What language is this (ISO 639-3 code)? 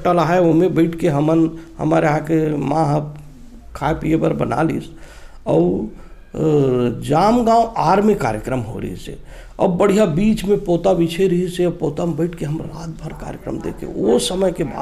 hne